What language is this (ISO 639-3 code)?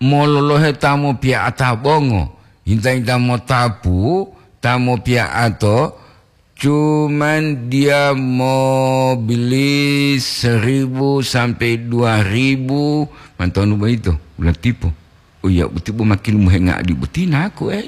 gor